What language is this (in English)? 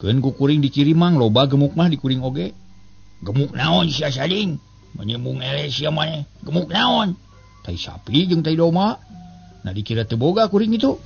Sundanese